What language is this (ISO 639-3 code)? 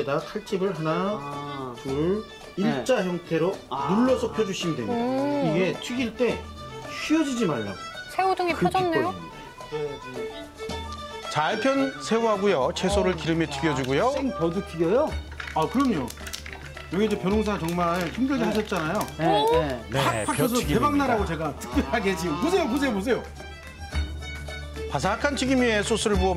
kor